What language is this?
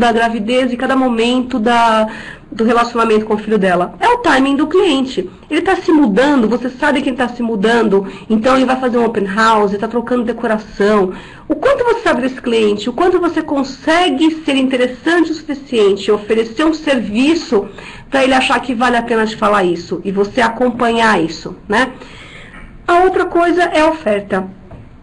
Portuguese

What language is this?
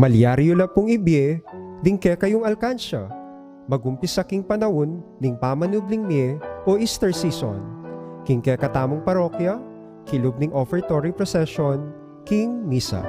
Pampanga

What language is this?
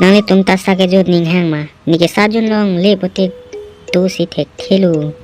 Karbi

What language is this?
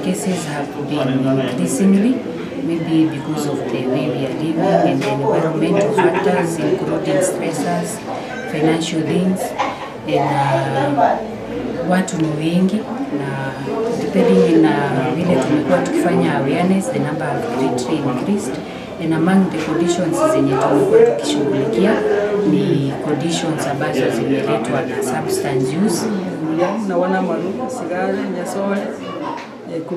Gusii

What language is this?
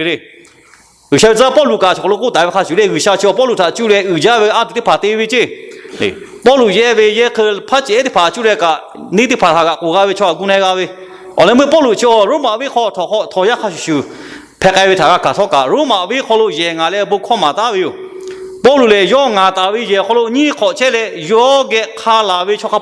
Lahu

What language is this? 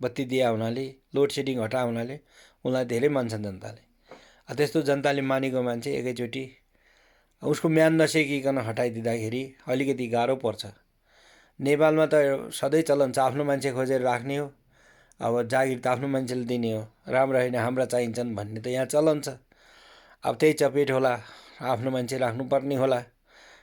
Nepali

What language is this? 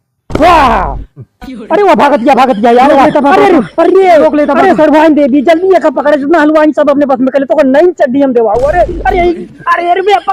Awadhi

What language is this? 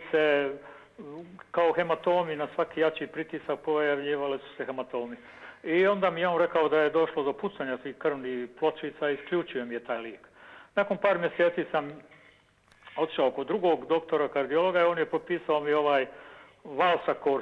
Serbian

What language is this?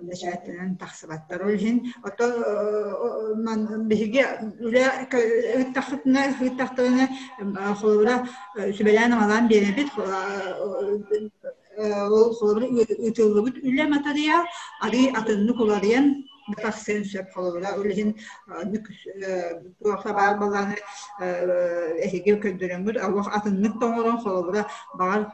Yakut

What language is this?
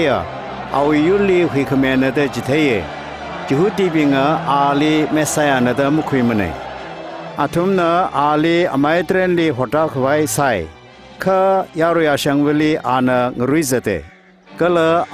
Tangkhul Naga (India)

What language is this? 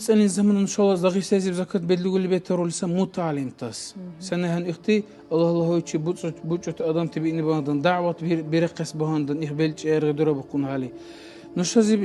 Dargwa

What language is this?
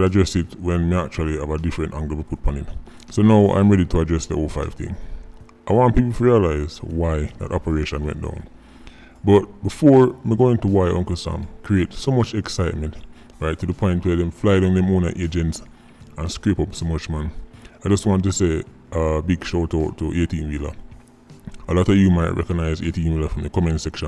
Jamaican Creole English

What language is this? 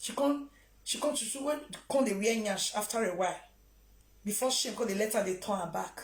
Nigerian Pidgin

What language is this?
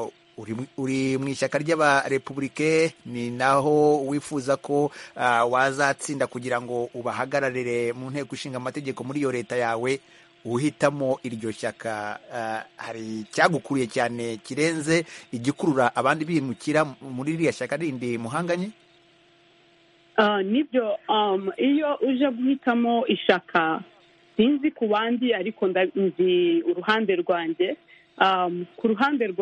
Kinyarwanda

